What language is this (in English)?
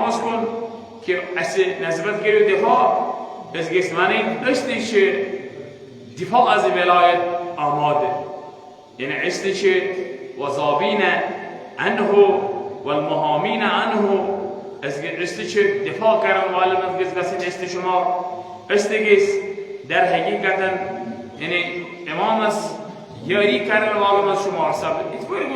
Kashmiri